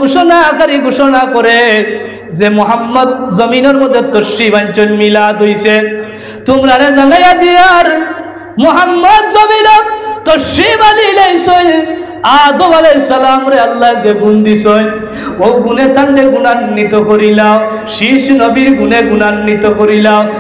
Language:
Sylheti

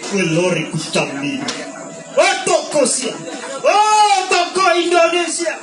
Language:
Buginese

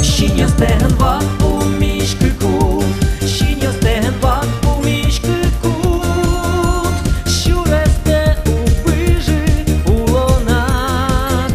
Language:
Udmurt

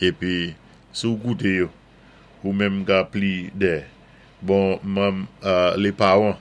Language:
Saint Lucian Creole French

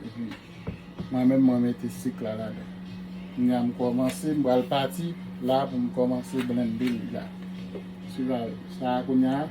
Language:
Haitian Creole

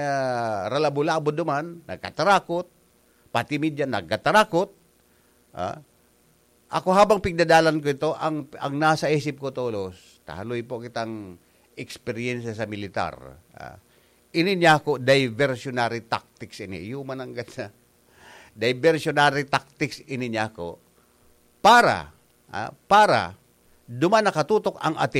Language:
Bikol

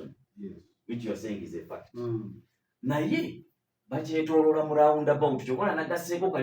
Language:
Ganda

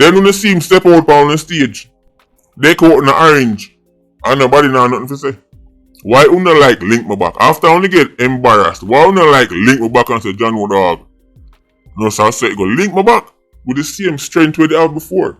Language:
Jamaican Creole English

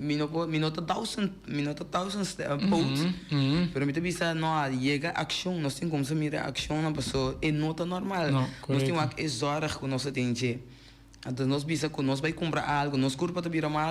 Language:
Papiamento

